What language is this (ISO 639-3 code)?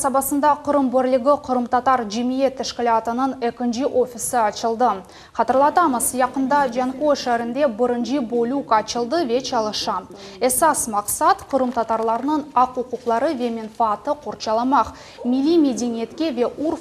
crh